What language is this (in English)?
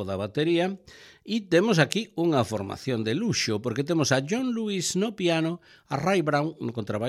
Galician